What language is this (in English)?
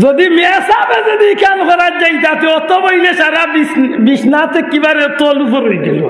Sylheti